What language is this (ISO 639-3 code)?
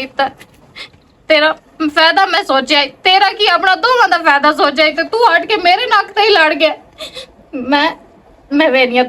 lah